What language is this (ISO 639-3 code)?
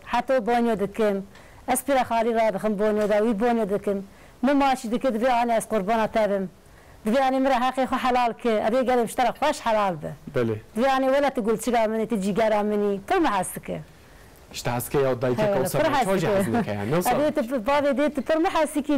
kur